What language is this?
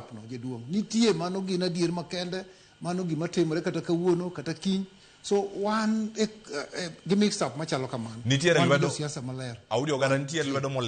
Luo (Kenya and Tanzania)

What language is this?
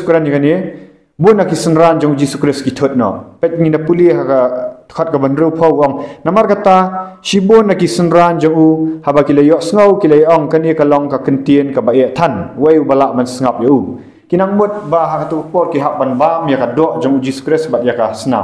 Khasi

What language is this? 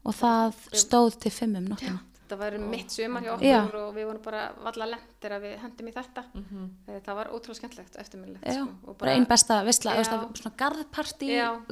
Icelandic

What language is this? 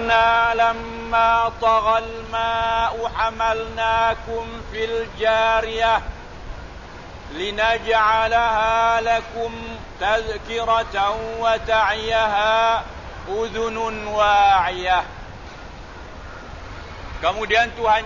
Malay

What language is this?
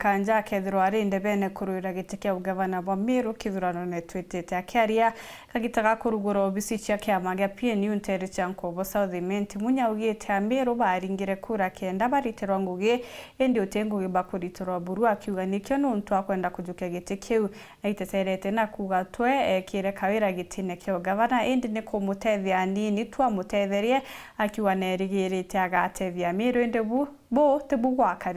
Meru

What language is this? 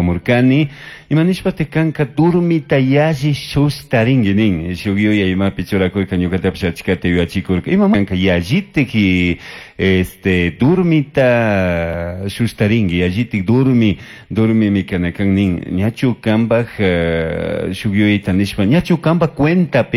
Chimborazo Highland Quichua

